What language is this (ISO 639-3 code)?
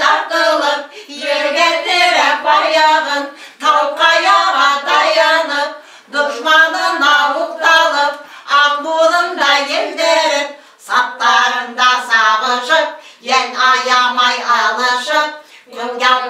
bak